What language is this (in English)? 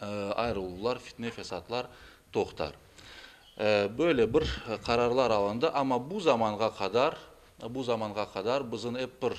Crimean Tatar